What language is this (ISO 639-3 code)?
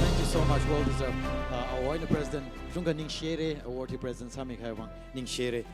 nmf